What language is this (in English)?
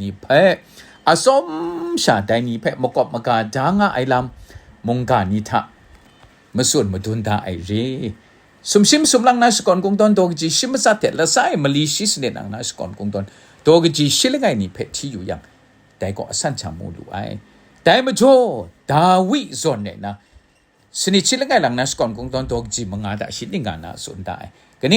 Kachin